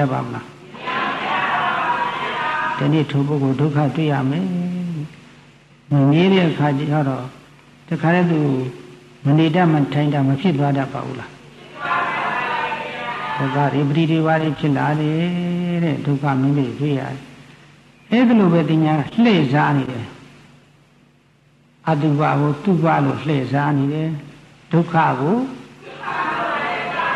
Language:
Burmese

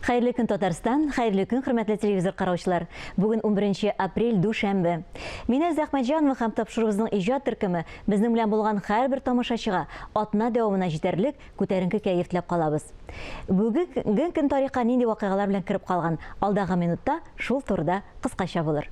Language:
Tatar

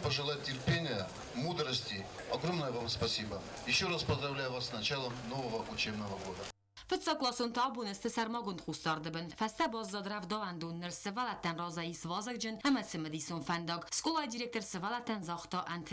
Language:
Ossetic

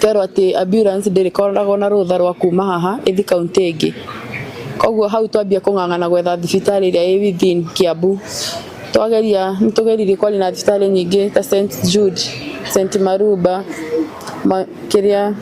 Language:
Kikuyu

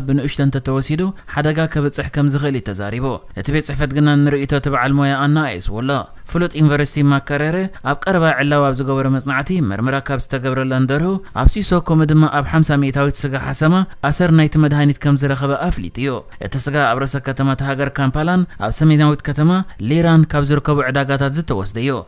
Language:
Tigrinya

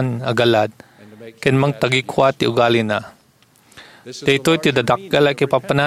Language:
Iloko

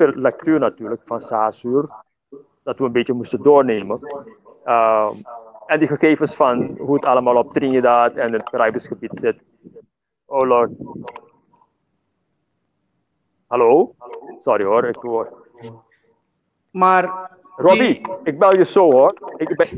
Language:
Dutch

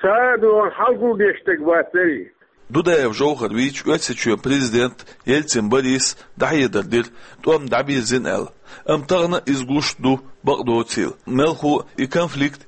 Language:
Chechen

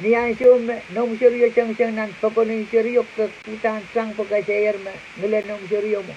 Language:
Pohnpeian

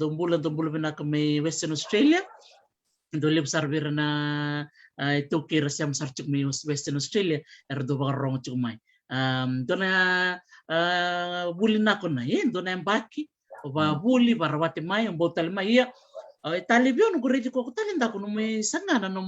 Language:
Fijian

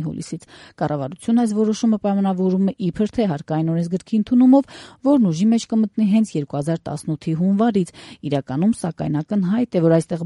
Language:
Armenian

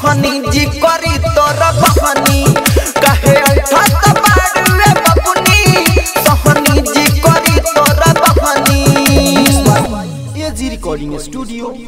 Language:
Bhojpuri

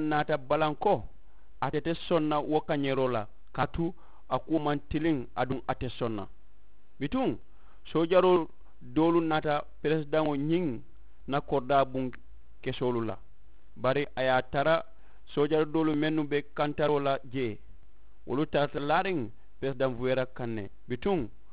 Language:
Mandingo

